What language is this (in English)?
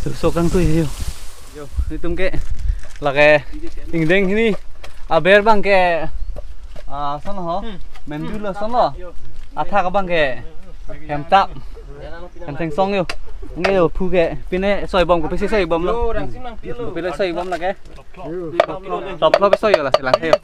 Karbi